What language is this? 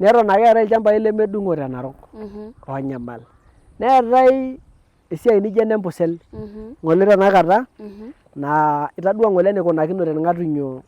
Masai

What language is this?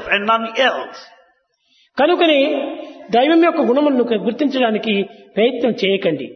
Telugu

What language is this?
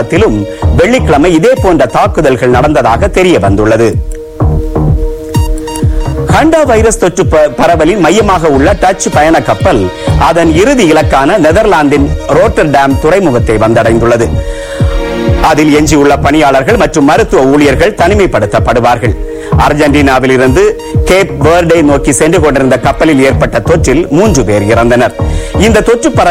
Tamil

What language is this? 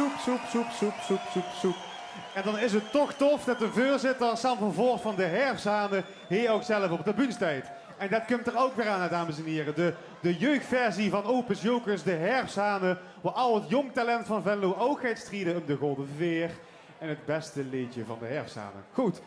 Limburgish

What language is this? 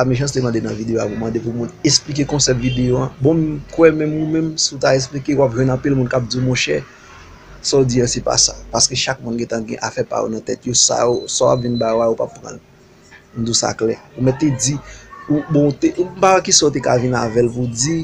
Haitian Creole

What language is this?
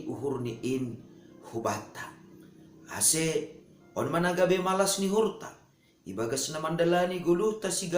Batak Simalungun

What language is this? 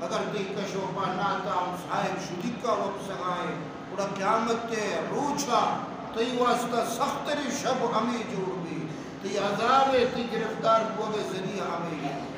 Baluchi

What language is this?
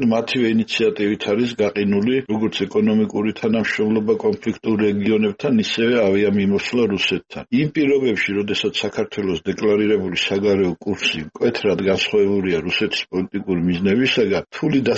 Georgian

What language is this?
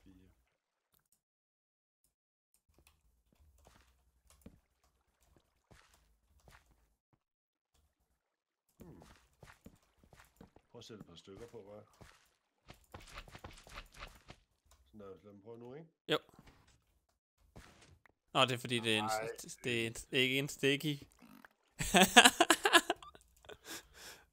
Danish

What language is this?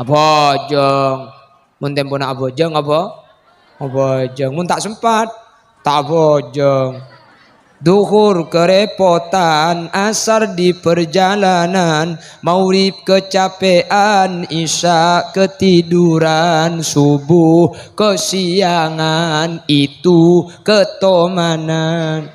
Madurese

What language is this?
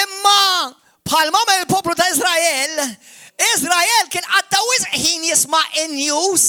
Maltese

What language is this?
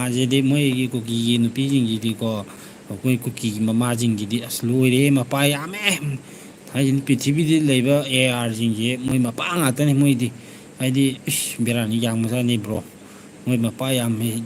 Manipuri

